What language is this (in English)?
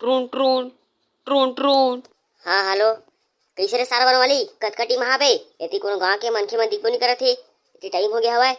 Chhattisgarhi